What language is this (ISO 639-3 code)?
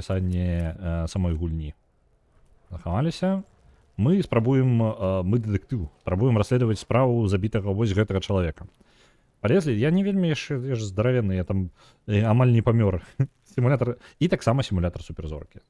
bel